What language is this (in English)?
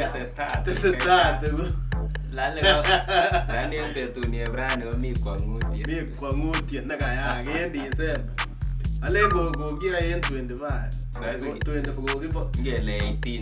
Kalenjin